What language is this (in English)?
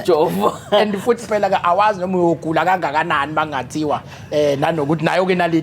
Zulu